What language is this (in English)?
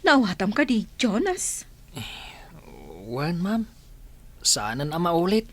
Iloko